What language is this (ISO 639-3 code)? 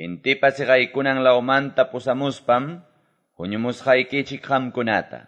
que